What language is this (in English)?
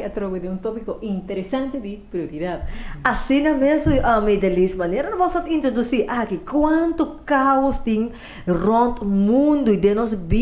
Papiamento